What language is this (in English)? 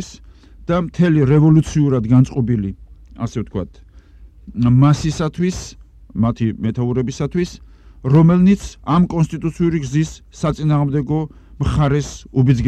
Georgian